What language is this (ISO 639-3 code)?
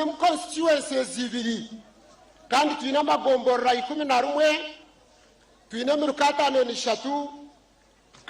nyn